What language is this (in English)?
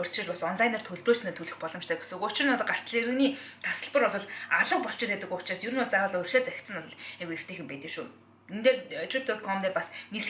Mongolian